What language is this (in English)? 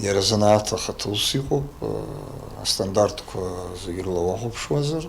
Abkhazian